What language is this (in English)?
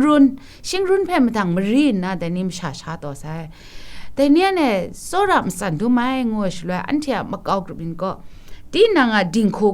Kachin